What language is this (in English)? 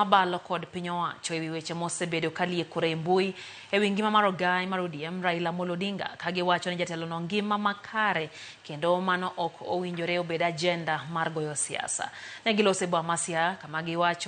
Luo (Kenya and Tanzania)